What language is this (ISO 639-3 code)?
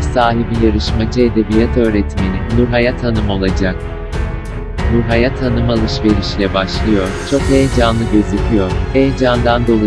tur